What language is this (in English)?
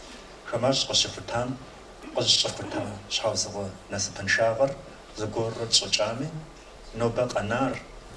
Kabardian